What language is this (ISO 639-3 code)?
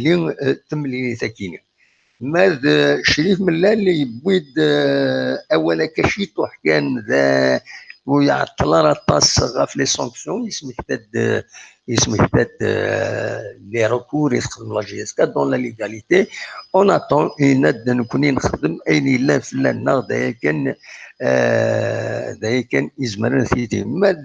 kab